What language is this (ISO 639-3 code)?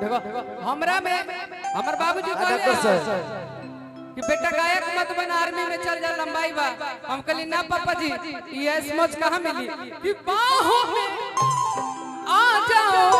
mag